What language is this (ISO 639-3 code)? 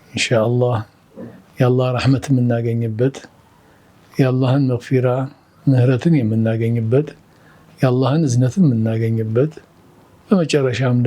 amh